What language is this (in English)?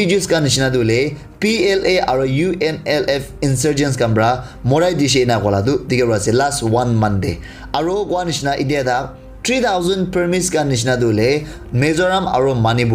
Naga Pidgin